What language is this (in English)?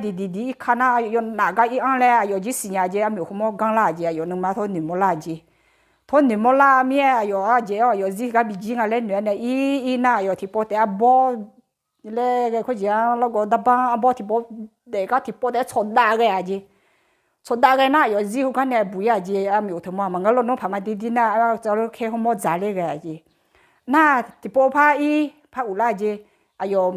Akha